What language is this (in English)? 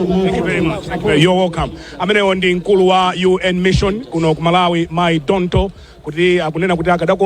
Nyanja